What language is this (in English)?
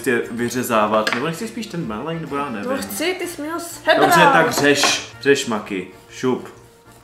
Czech